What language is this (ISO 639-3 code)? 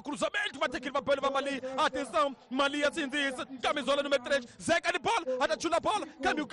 tso